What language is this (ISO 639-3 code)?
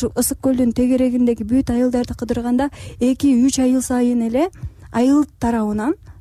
kir